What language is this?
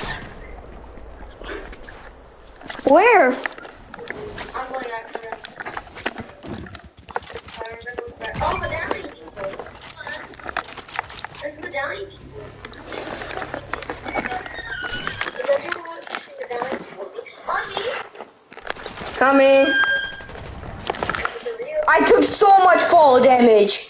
English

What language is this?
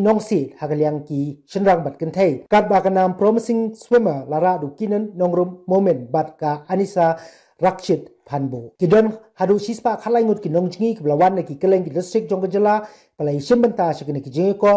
Khasi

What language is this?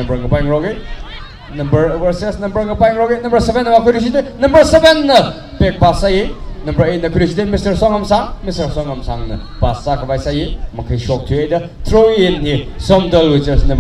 Tangkhul Naga (India)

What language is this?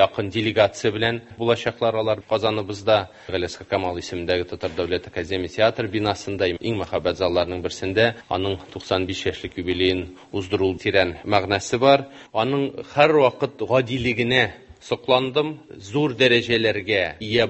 Tatar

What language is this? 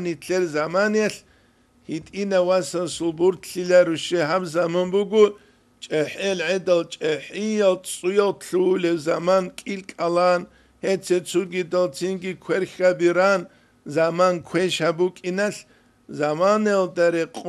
Avaric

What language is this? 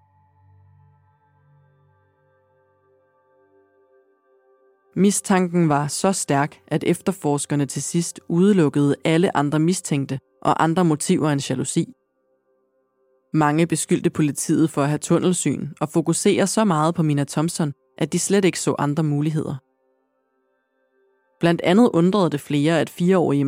Danish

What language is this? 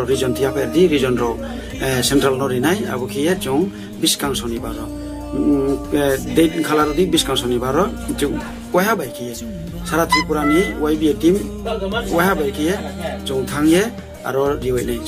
Riang (India)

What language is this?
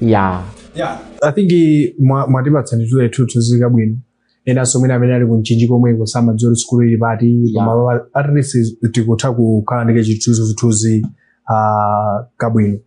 Nyanja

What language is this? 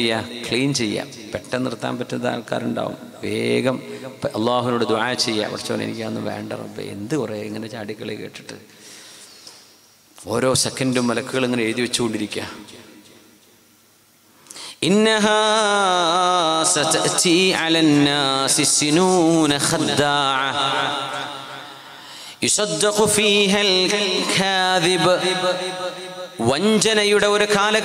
Malayalam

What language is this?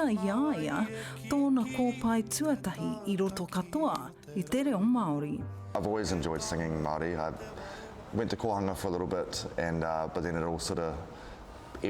Māori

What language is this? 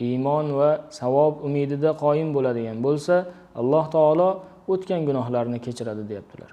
Uzbek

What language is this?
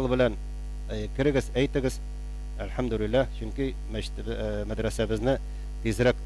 Tatar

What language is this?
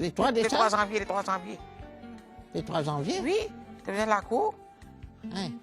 Morisyen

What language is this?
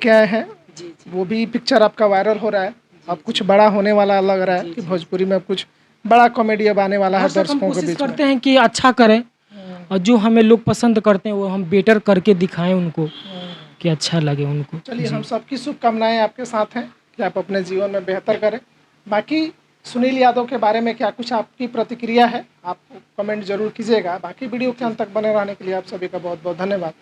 Bhojpuri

